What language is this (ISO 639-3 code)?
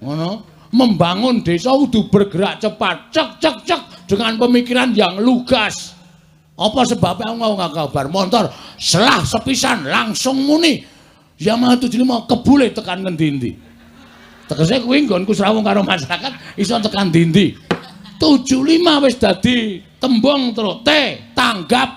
jav